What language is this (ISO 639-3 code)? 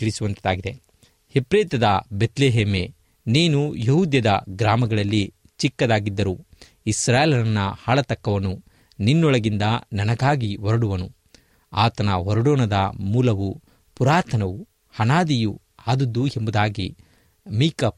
kan